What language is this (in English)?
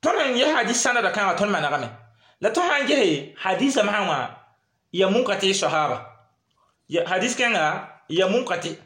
Mossi